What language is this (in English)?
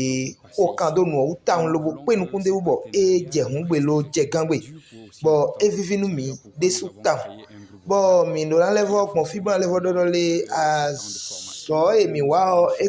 Fon